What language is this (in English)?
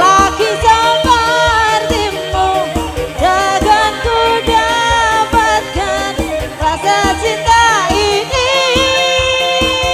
Indonesian